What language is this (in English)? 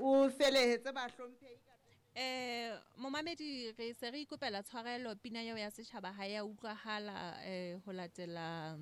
Southern Sotho